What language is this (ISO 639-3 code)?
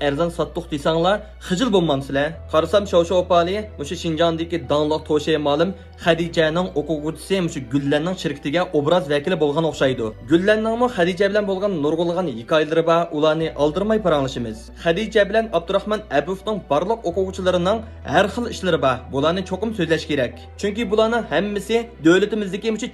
uig